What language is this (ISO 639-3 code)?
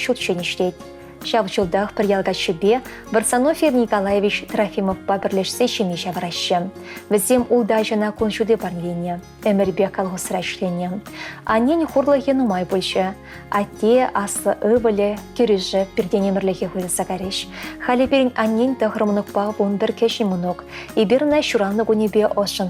chv